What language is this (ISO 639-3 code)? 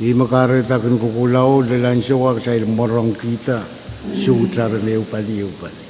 pon